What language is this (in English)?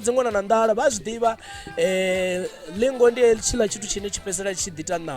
Venda